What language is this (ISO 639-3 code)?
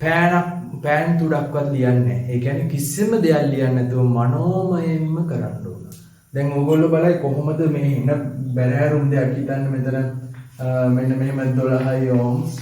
sin